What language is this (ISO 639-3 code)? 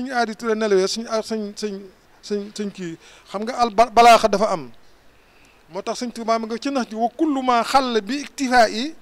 wol